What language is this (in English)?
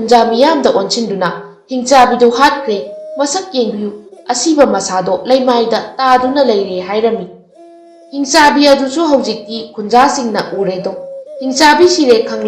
Manipuri